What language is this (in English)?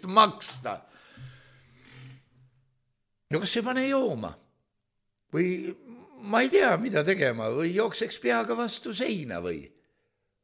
Estonian